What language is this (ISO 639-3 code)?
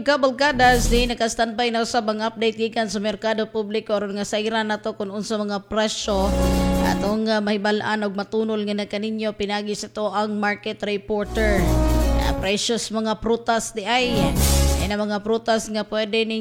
ceb